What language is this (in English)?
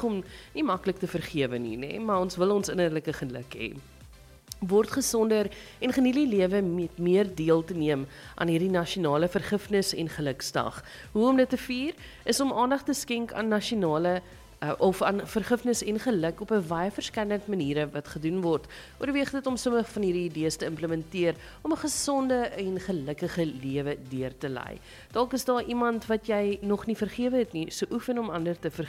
Afrikaans